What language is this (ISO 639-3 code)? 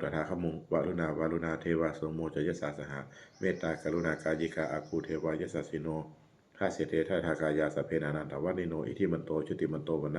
pli